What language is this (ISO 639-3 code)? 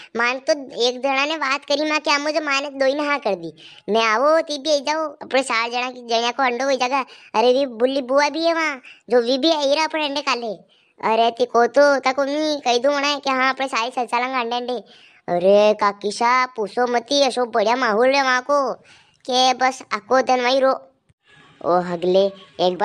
raj